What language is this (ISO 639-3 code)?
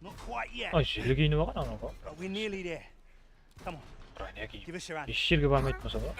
kaa